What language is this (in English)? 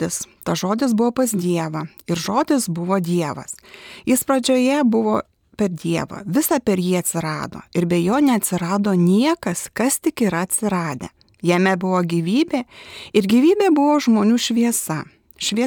Lithuanian